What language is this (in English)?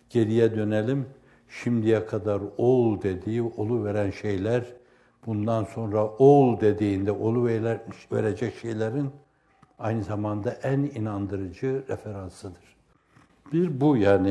Turkish